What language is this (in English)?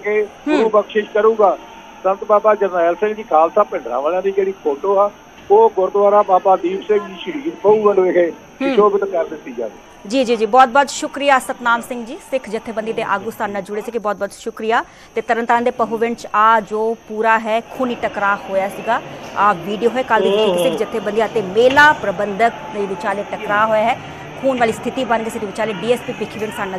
Punjabi